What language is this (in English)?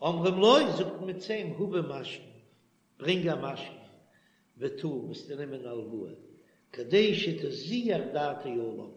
Yiddish